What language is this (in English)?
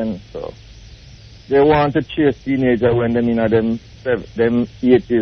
Jamaican Creole English